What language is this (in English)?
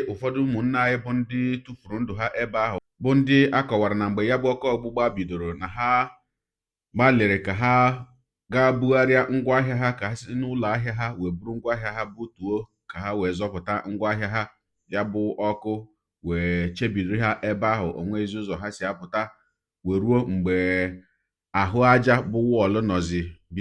Igbo